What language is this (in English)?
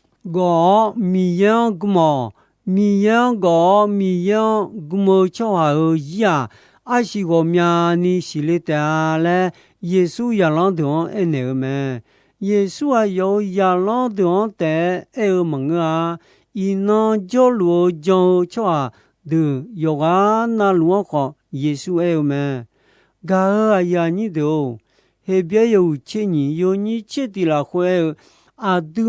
Akha